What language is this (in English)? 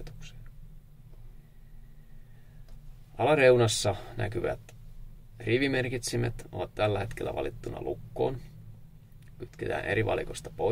Finnish